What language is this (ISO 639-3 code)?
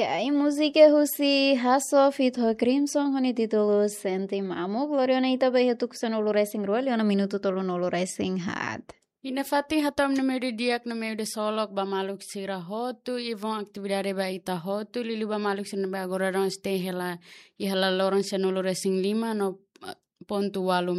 tet